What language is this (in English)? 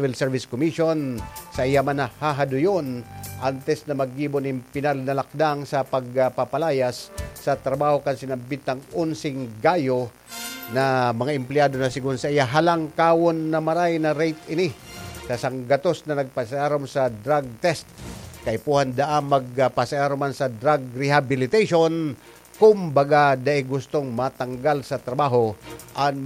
Bikol